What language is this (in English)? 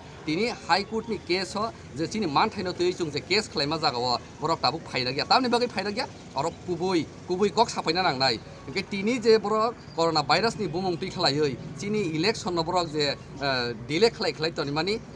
Kok Borok